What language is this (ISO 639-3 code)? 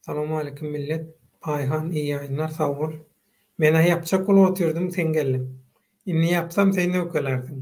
tuk